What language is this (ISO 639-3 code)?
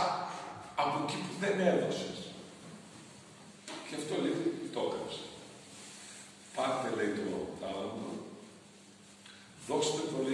ell